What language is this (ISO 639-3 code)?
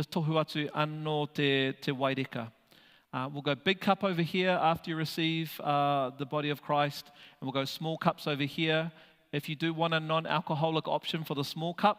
mri